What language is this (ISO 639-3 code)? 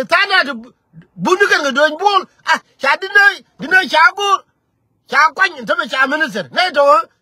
nus